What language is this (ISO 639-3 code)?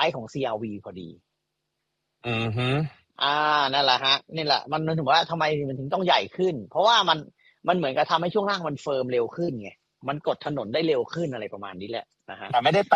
tha